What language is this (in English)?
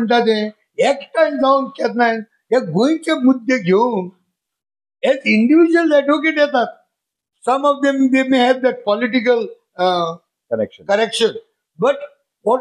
Konkani